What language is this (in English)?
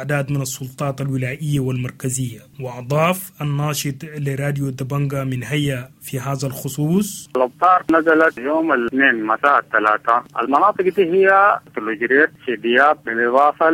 Sudanese Arabic